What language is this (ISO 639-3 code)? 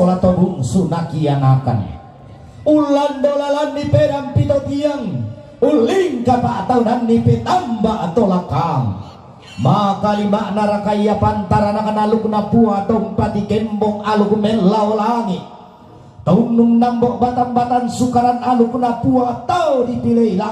sda